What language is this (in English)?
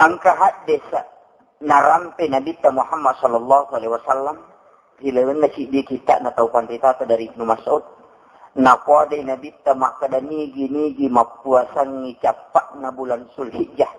Buginese